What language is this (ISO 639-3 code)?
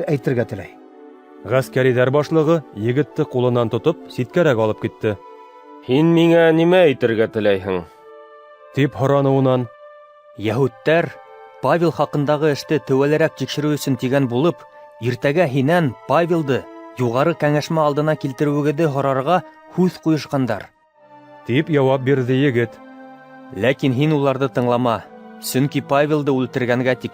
bak